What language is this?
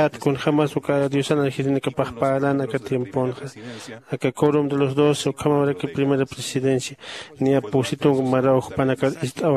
Aymara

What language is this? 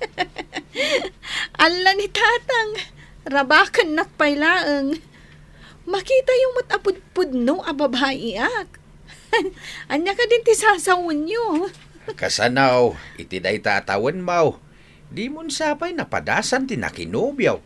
Iloko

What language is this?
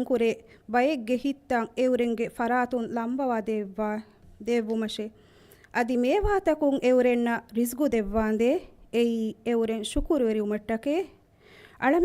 Divehi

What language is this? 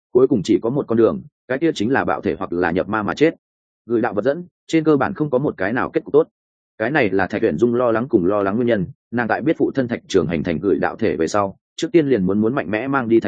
Vietnamese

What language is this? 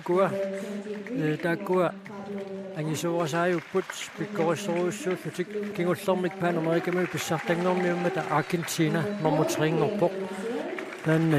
Kalaallisut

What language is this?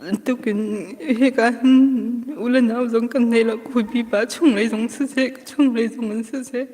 Hakha Chin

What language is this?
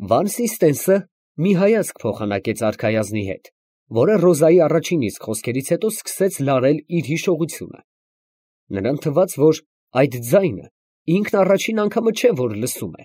Armenian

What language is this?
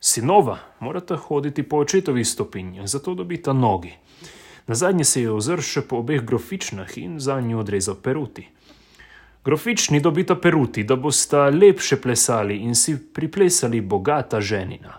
Slovenian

